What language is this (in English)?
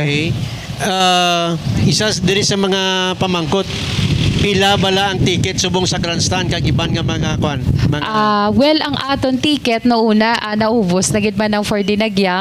Hiligaynon